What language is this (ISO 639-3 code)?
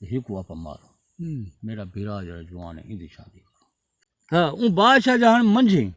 skr